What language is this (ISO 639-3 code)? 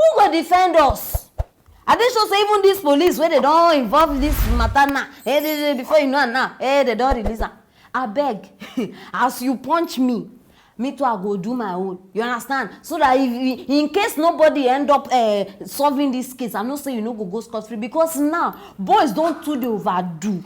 pcm